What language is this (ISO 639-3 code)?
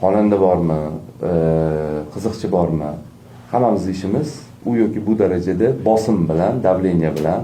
uzb